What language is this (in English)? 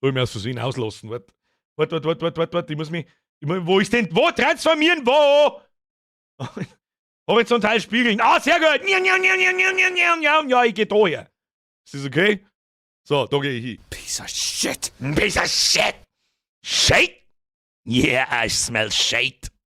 Bavarian